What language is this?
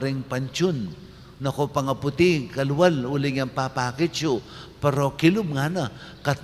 Pampanga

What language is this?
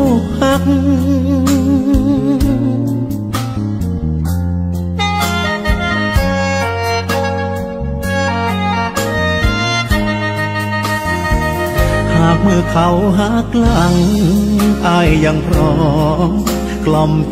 Thai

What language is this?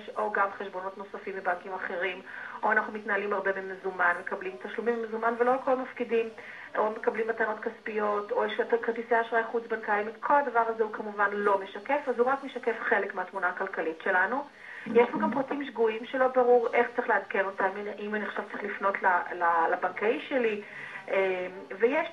Hebrew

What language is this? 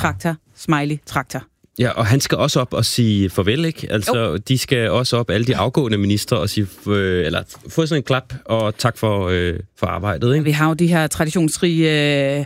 Danish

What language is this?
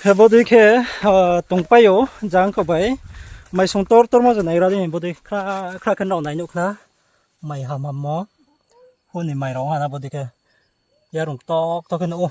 Riang (India)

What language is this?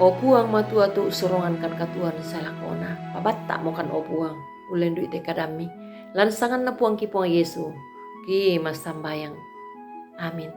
Toraja-Sa'dan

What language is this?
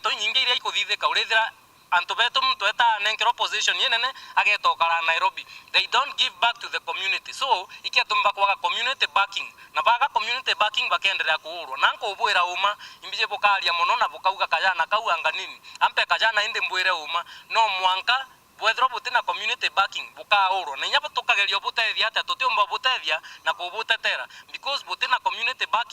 Meru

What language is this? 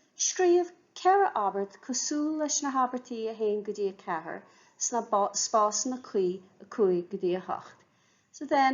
Irish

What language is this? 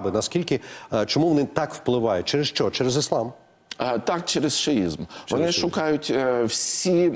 Ukrainian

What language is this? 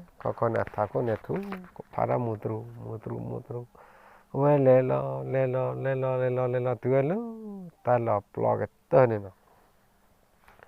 S'gaw Karen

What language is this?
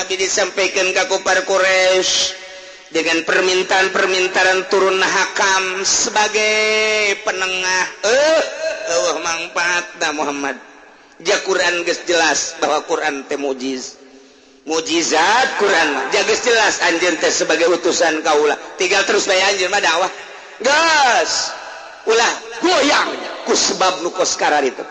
Sundanese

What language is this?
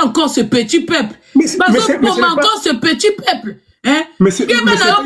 Lingala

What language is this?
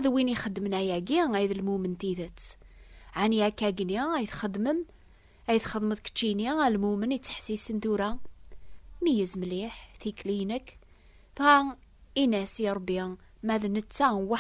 Kabyle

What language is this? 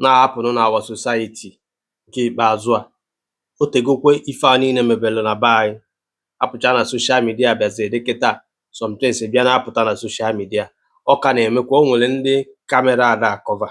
Igbo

